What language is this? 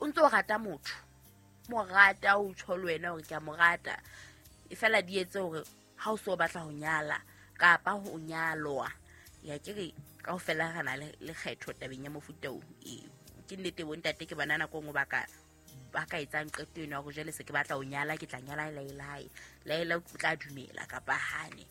Southern Sotho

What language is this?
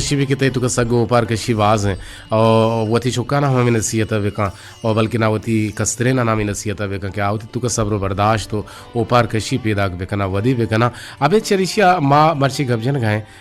Eastern Balochi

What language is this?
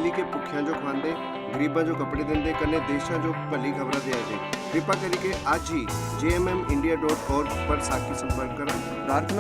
Dogri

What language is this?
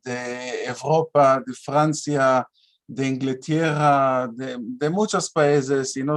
Ladino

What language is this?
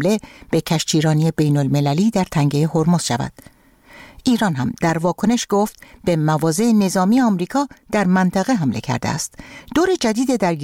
Persian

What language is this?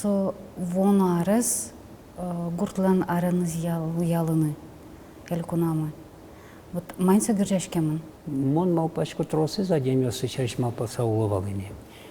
Udmurt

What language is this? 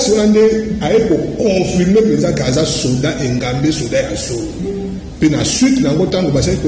Lingala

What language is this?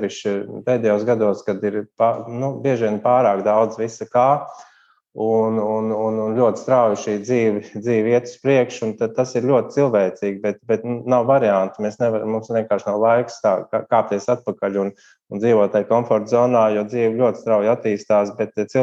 Latvian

